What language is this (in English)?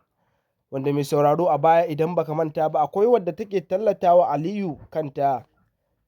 Hausa